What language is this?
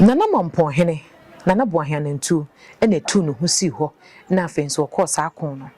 Akan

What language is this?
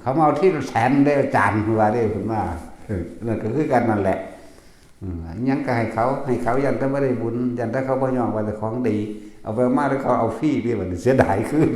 Northeastern Thai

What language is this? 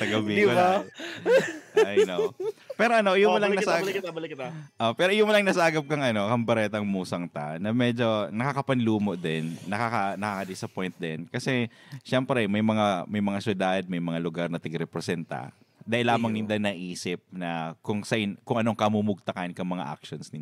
Bikol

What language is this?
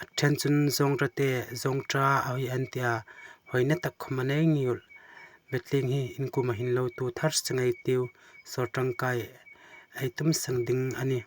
Hmar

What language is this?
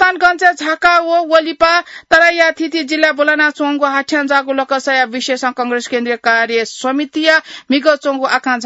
Newari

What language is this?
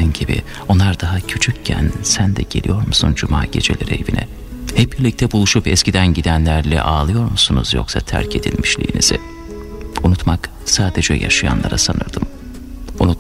Turkish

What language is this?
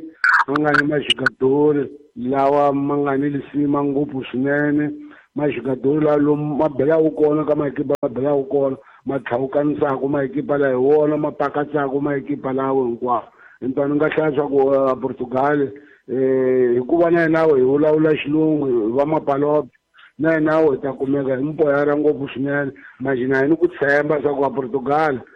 Tsonga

